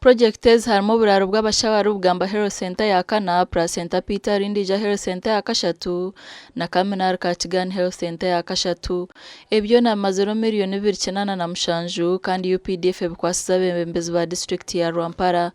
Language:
Nyankole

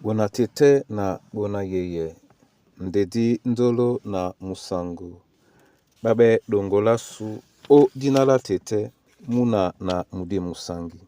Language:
Duala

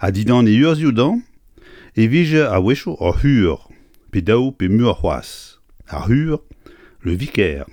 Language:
Breton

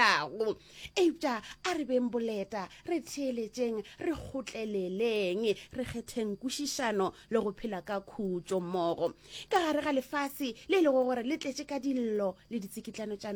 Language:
Northern Sotho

